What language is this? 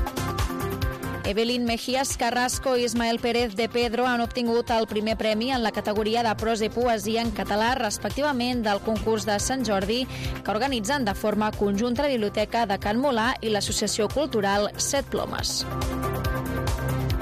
Catalan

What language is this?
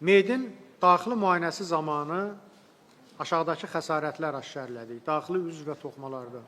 Azerbaijani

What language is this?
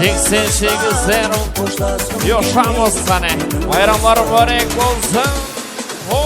Kara-Kalpak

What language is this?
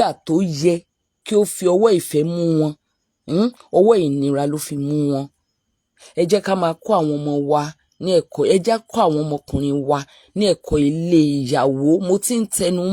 Yoruba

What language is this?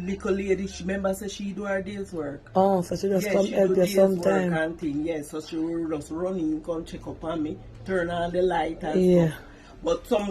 Jamaican Creole English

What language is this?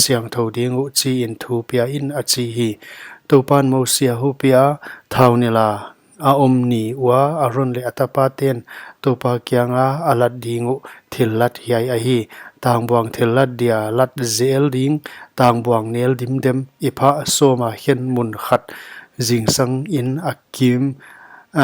Paite Chin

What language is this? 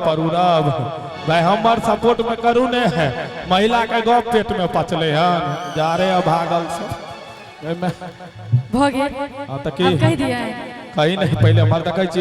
Maithili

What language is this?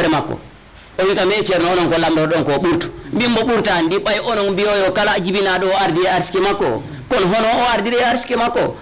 Fula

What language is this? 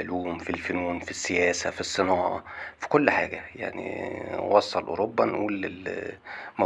Egyptian Arabic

